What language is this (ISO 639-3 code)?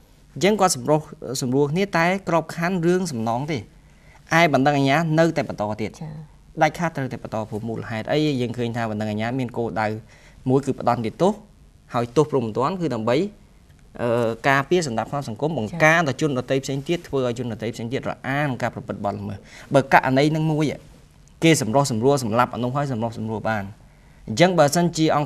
khm